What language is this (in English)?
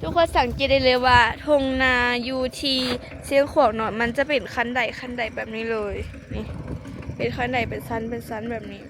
Lao